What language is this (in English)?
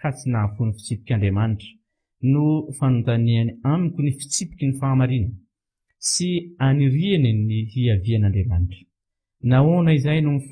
Malagasy